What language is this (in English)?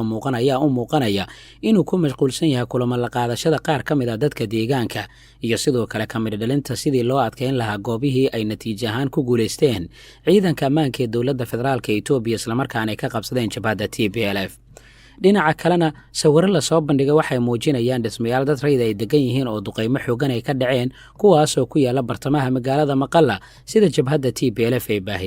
Somali